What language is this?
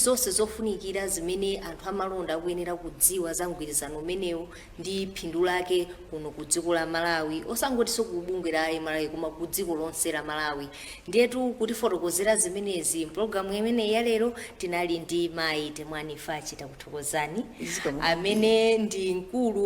Nyanja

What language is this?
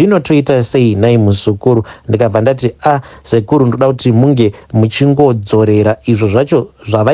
Shona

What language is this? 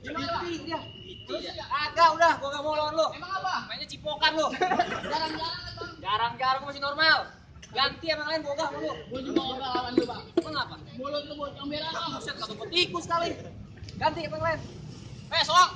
Betawi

